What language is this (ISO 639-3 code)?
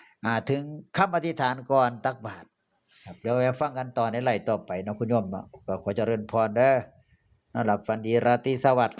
tts